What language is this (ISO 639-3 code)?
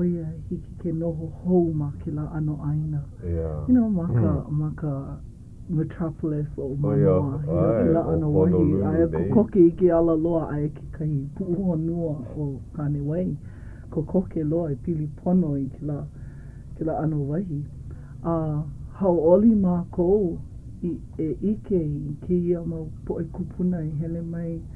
haw